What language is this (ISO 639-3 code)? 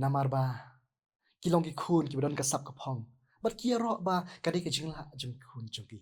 kha